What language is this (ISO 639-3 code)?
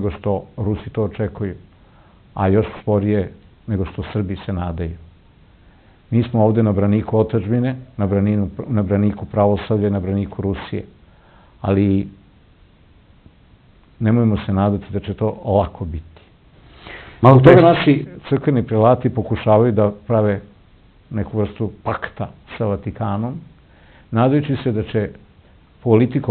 srp